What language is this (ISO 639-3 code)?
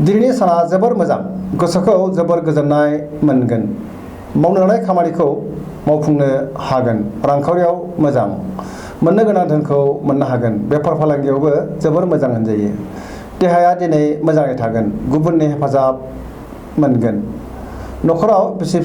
brx